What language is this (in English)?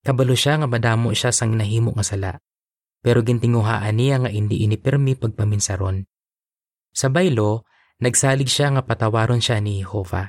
Hiligaynon